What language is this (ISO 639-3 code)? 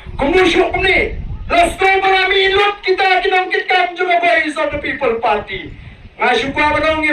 kha